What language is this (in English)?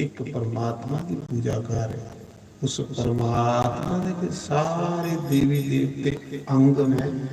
Dogri